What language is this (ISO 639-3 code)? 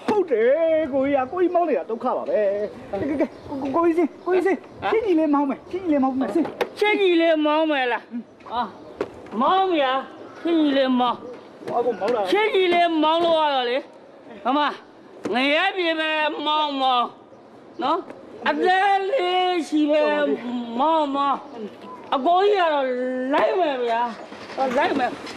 mya